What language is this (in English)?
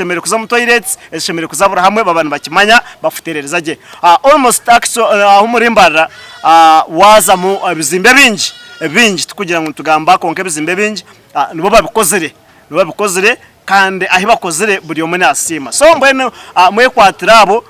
Nyankole